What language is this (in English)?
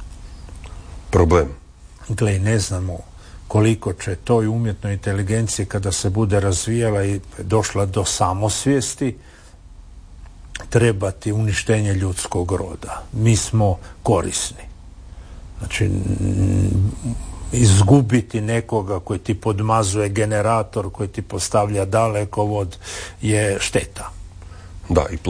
Croatian